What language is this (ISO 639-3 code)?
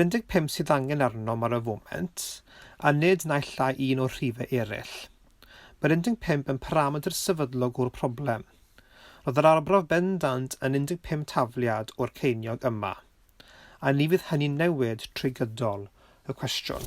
cym